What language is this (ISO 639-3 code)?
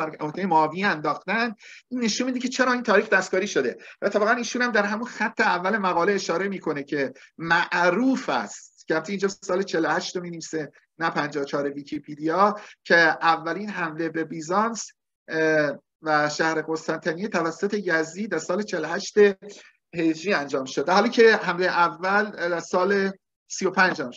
fas